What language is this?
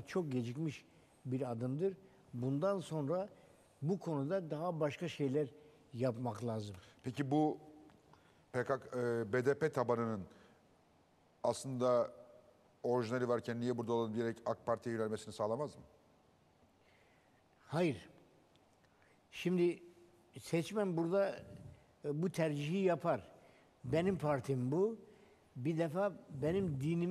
Turkish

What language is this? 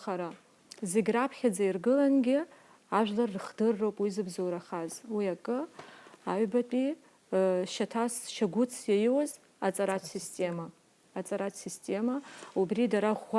Abkhazian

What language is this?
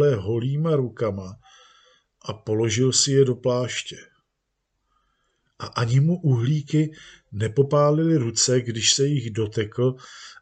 Czech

